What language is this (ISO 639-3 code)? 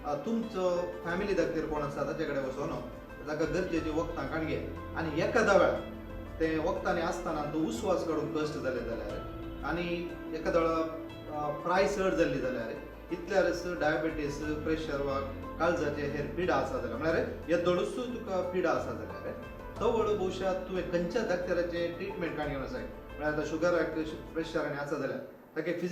kok